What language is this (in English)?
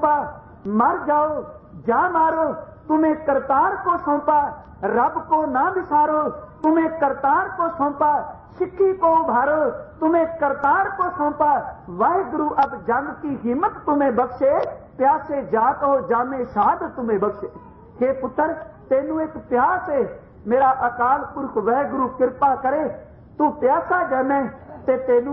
Punjabi